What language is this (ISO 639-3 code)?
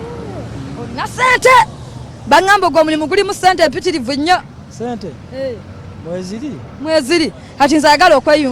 lug